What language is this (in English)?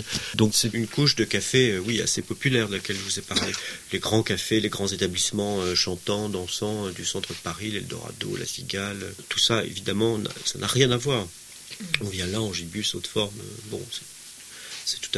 French